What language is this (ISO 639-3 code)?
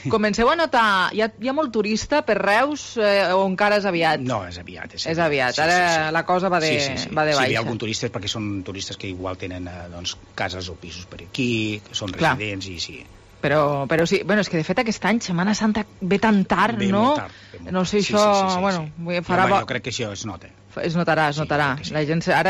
cat